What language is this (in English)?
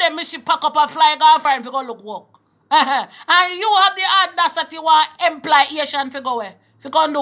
Jamaican Creole English